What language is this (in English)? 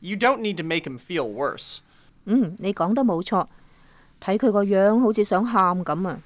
Cantonese